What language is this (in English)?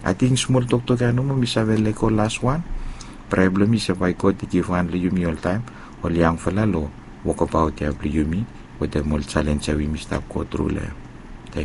Bislama